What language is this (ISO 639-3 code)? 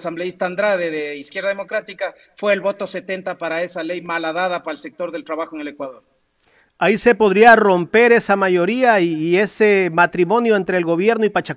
spa